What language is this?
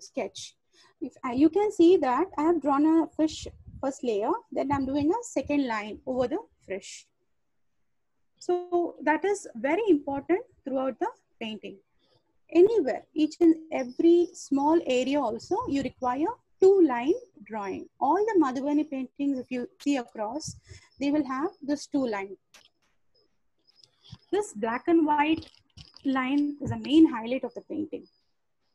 English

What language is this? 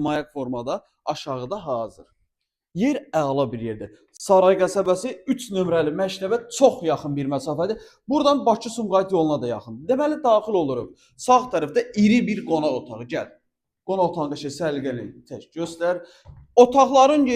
Azerbaijani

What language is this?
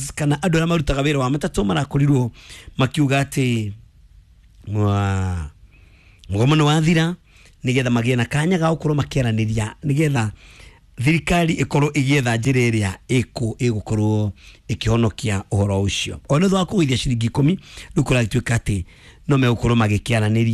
Kikuyu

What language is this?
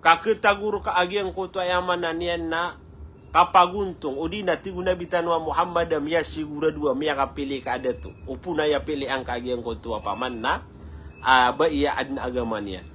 Maranao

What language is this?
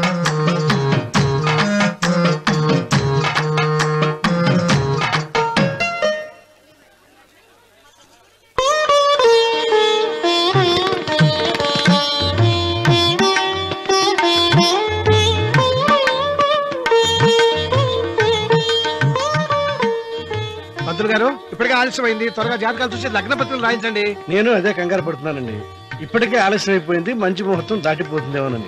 Telugu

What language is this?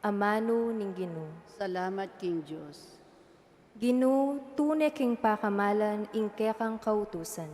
Pampanga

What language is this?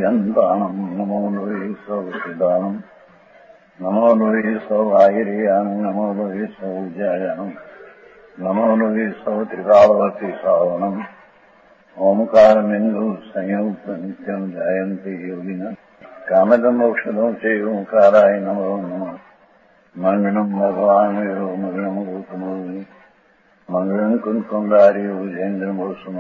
Gujarati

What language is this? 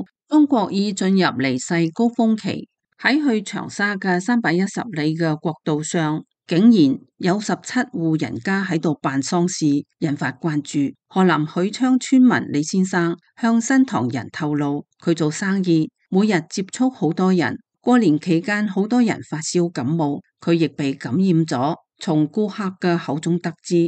Cantonese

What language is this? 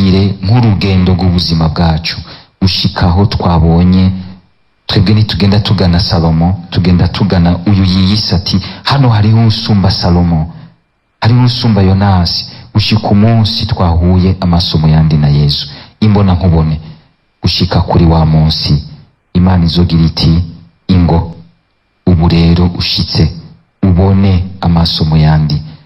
Rundi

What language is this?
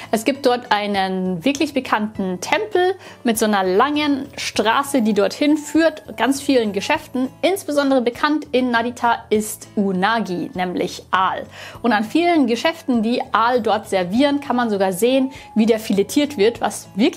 German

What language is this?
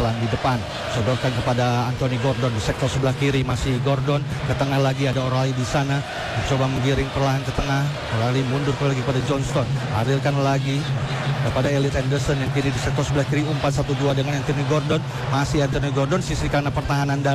Indonesian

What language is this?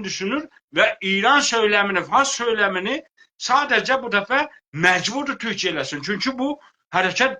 South Azerbaijani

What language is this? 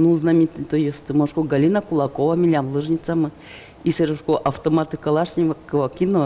Udmurt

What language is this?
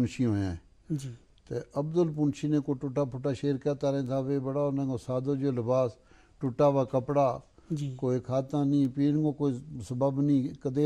Gujari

